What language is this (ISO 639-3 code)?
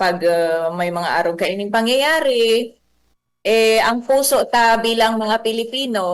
bik